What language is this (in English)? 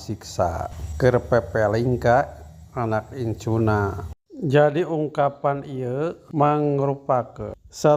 Sundanese